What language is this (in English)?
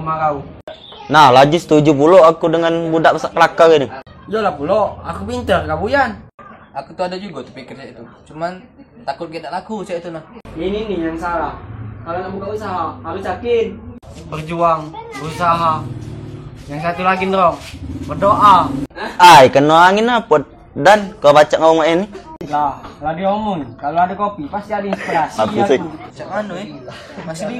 Musi